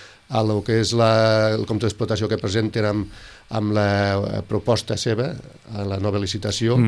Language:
Catalan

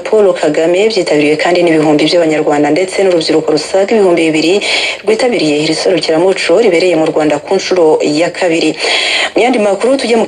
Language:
Kinyarwanda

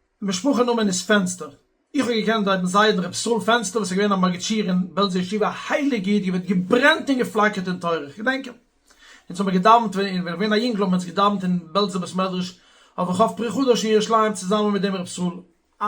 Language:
Yiddish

